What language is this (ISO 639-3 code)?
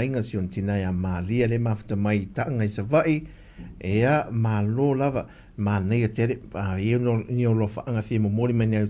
smo